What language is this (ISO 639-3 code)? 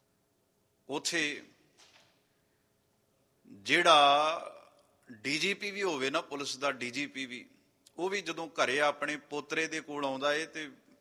pan